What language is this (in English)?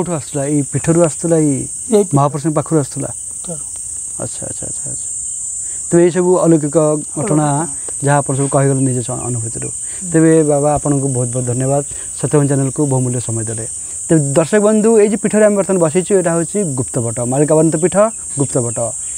Odia